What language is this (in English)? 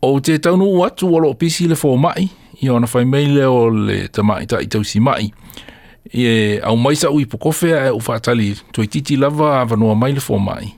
Samoan